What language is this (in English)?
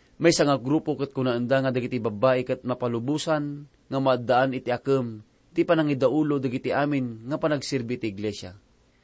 Iloko